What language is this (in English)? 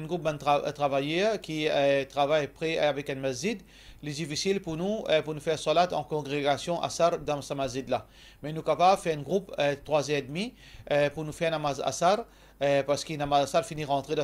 Morisyen